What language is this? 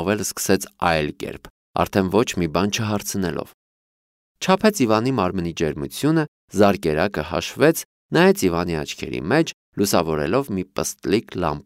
Armenian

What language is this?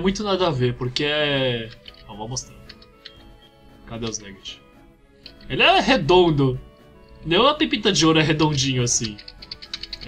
Portuguese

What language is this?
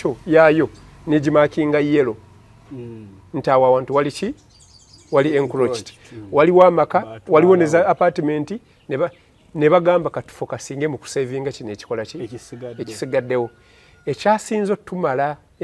Ganda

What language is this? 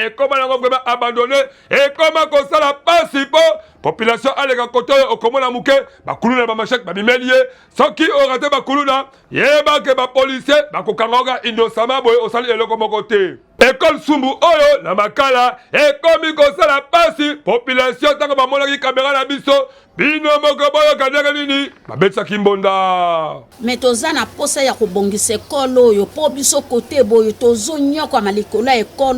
Lingala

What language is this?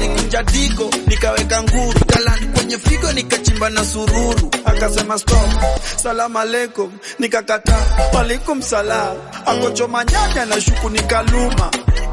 Swahili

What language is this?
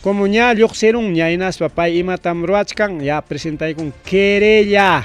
Ayacucho Quechua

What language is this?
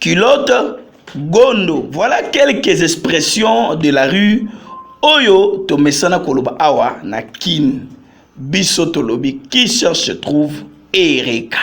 Lingala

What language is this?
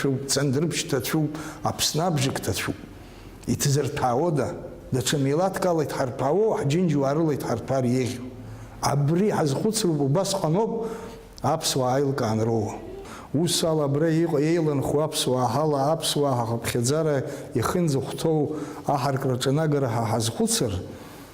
Abkhazian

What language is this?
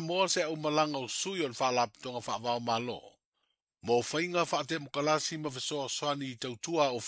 Samoan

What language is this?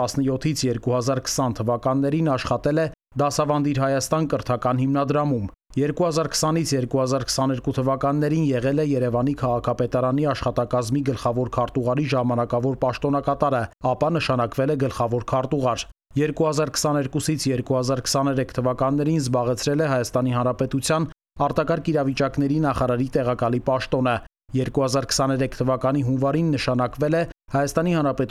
Armenian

